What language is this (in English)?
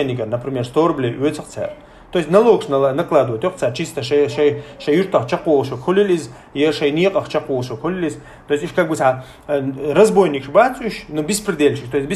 Chechen